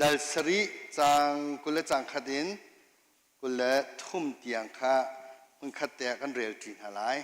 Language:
Hakha Chin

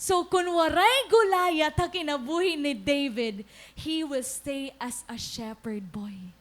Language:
Waray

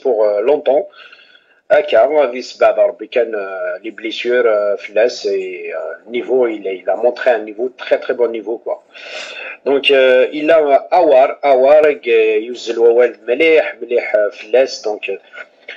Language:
Kabyle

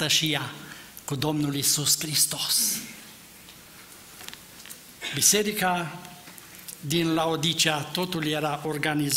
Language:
Romanian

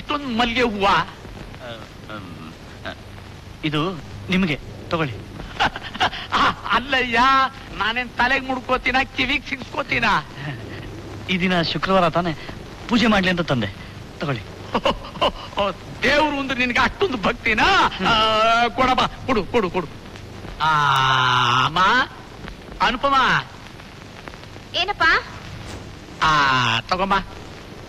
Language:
Kannada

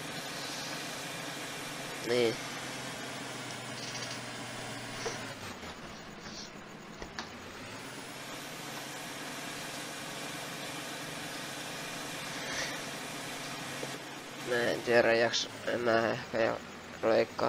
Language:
Finnish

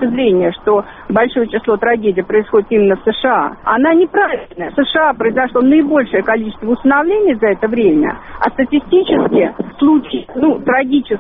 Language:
Russian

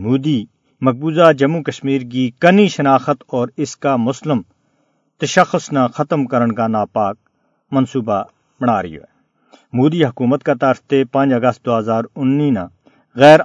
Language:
Gujari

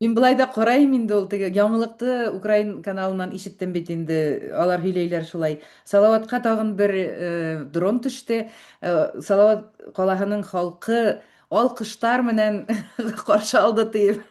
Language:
Bashkir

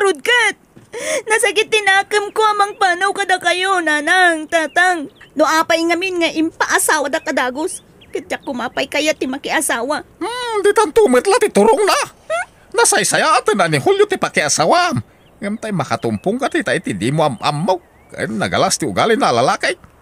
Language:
Iloko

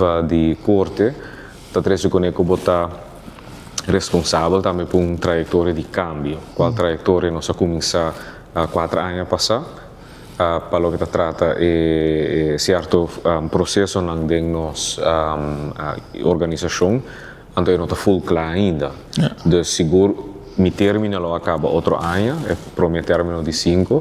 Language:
Papiamento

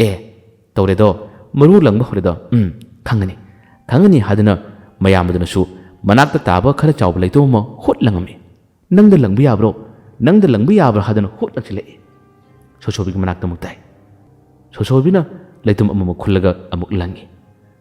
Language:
Manipuri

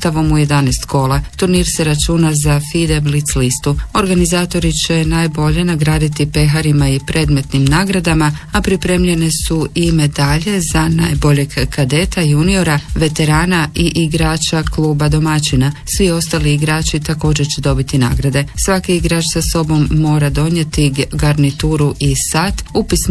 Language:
Croatian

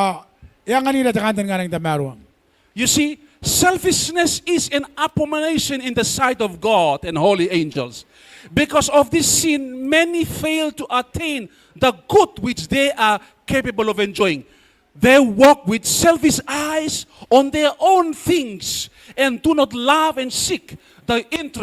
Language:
Gilbertese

